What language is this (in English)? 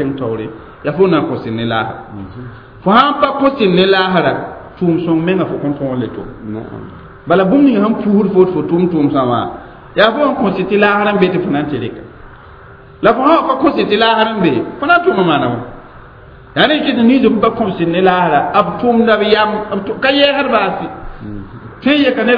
Mossi